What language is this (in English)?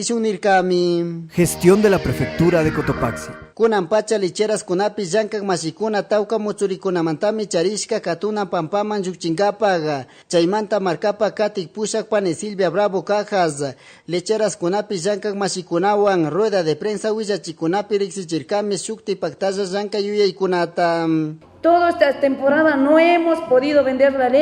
Chimborazo Highland Quichua